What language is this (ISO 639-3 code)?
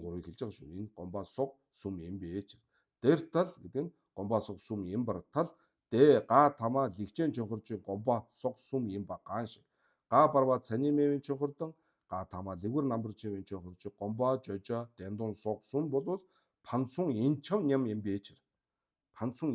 mon